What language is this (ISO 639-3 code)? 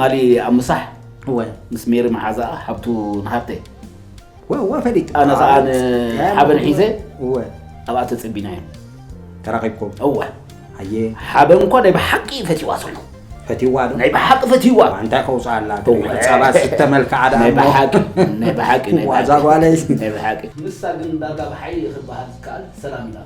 tir